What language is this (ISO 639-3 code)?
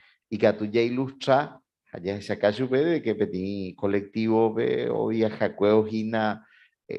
grn